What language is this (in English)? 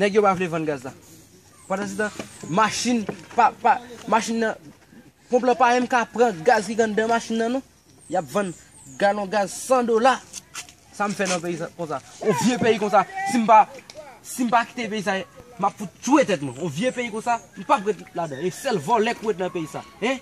Haitian Creole